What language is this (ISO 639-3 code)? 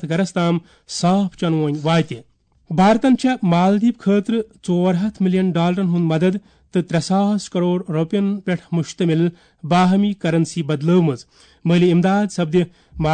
kas